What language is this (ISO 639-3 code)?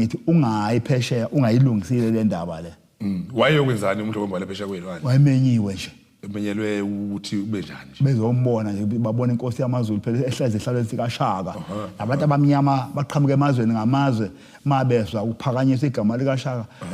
zul